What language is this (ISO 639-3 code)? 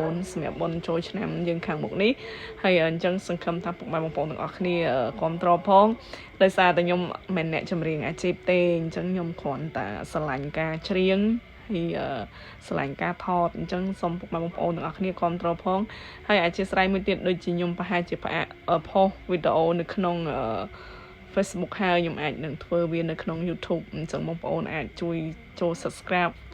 khm